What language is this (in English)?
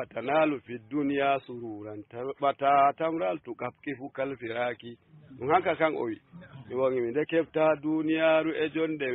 Fula